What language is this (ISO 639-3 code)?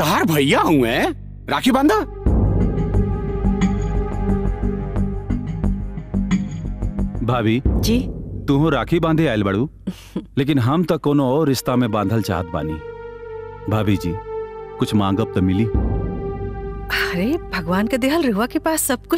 bho